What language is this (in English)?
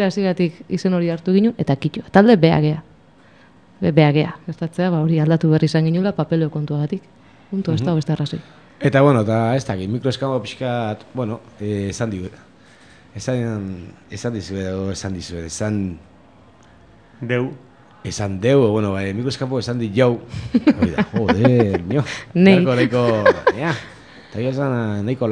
Basque